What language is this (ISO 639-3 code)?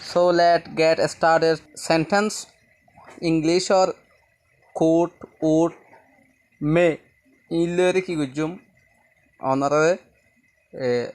rhg